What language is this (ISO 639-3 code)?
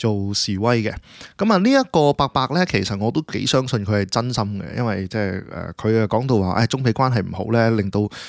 yue